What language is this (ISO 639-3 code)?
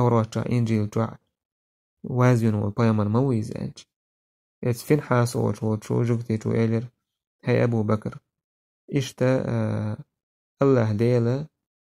che